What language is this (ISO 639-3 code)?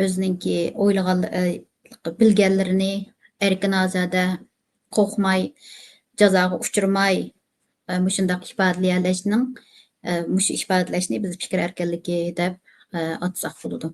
uig